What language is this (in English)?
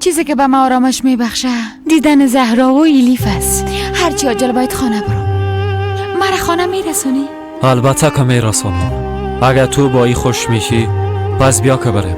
Persian